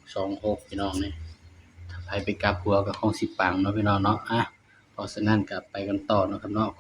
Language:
Northeastern Thai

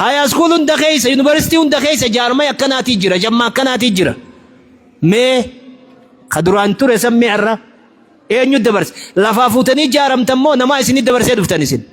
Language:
Oromo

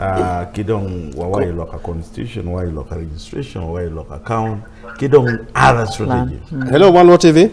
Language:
Acoli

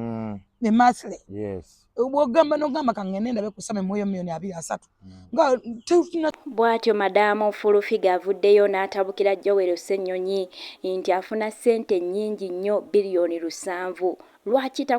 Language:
Ganda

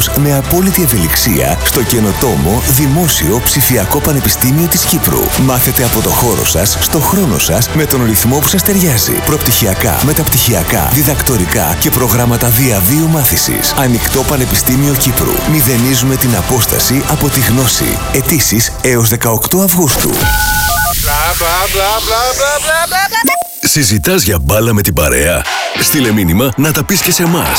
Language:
Greek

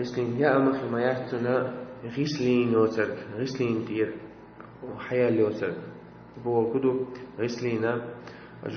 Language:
Chechen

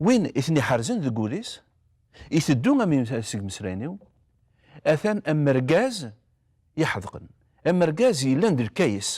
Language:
Kabyle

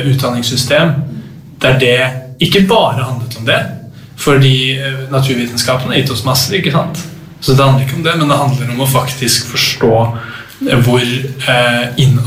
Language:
Norwegian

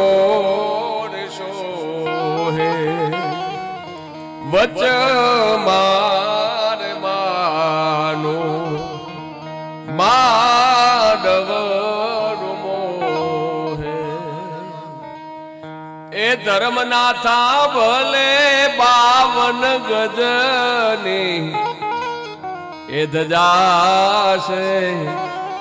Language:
Gujarati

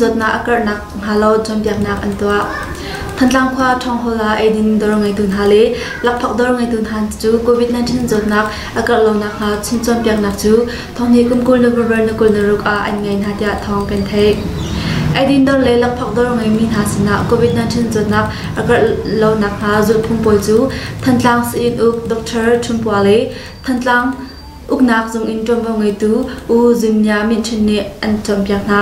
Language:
Hakha Chin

